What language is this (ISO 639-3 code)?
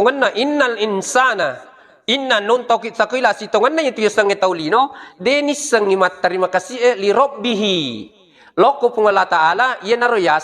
bug